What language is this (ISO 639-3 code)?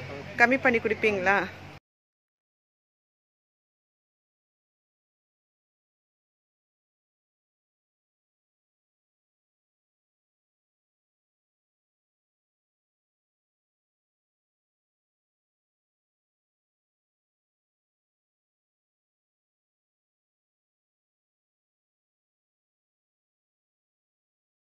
tam